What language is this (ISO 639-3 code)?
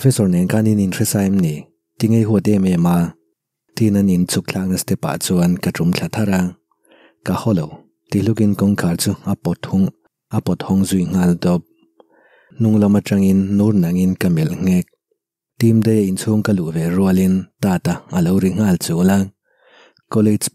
lus